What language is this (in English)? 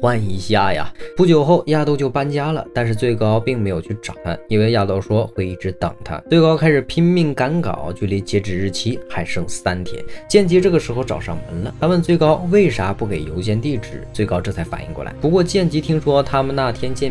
Chinese